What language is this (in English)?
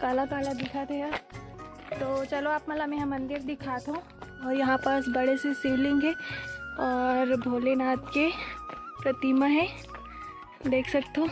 Chhattisgarhi